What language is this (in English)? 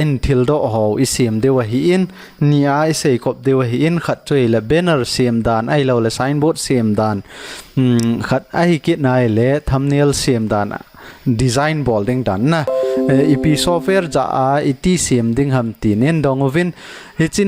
Thado Chin